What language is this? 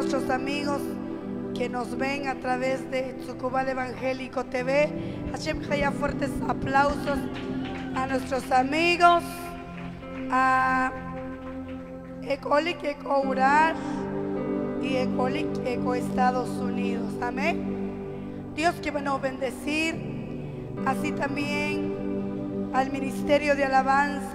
Spanish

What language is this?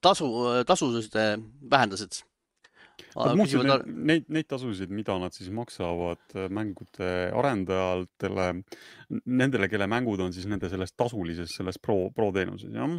Estonian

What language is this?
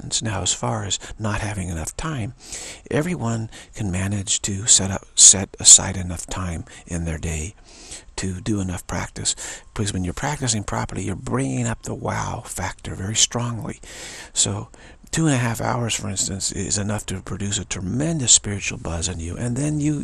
English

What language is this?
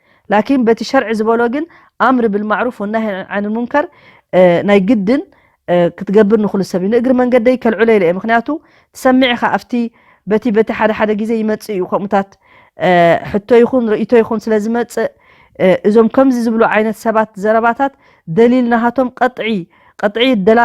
Tigrinya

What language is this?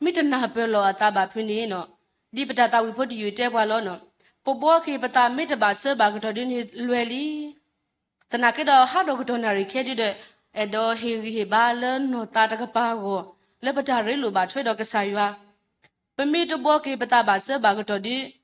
S'gaw Karen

